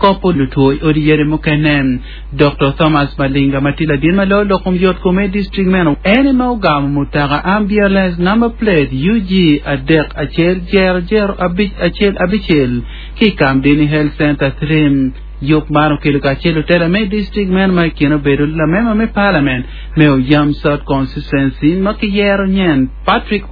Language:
Acoli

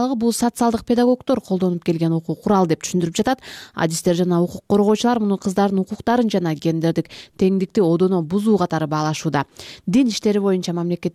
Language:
Kyrgyz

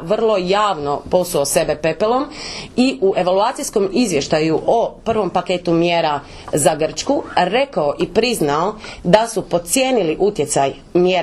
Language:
Croatian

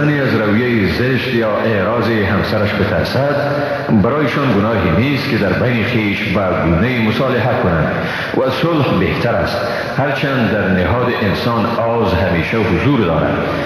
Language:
Persian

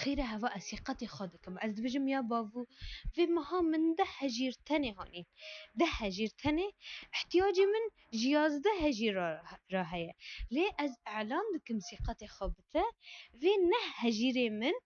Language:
Kurdish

